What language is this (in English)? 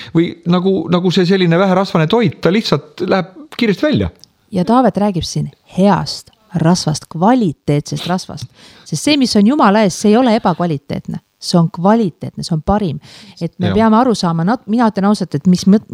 Estonian